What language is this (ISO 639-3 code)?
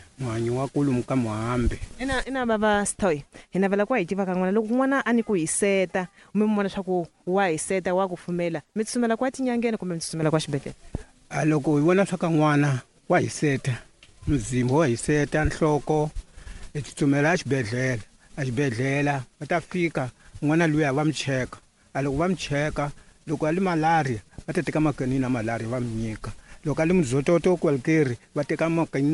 tso